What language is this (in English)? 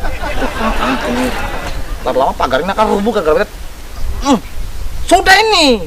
Ambonese Malay